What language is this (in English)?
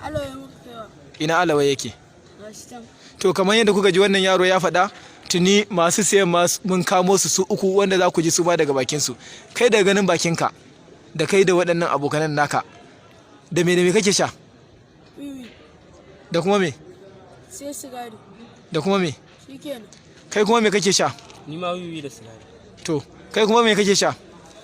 Hausa